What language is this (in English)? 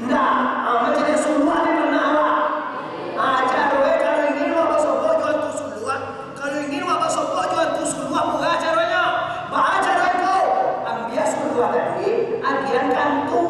Minangkabau